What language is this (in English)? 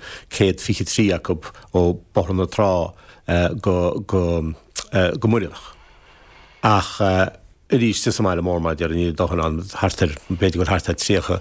Irish